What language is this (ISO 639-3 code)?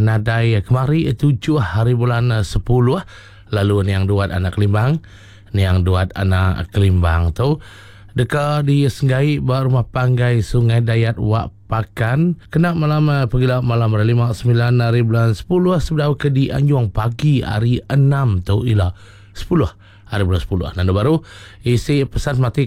iba